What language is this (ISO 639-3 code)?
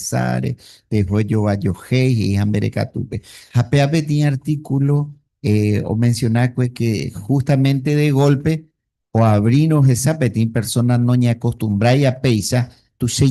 grn